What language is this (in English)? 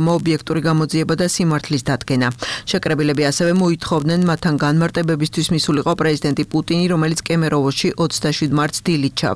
Georgian